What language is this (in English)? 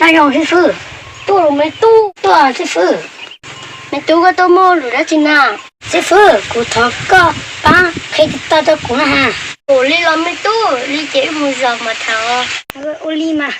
Hmong